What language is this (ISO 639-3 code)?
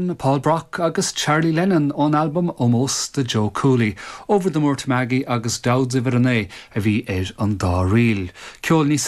gle